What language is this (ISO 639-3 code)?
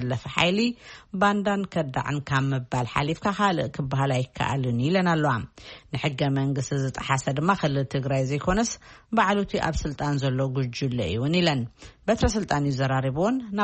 tir